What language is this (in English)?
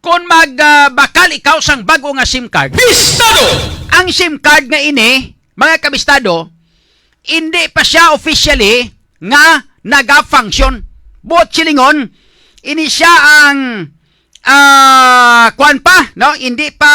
Hiligaynon